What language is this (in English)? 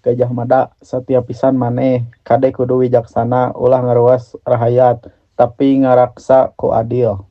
Sundanese